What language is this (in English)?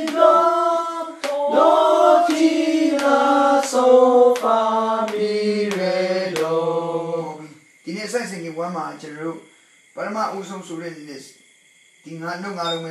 Burmese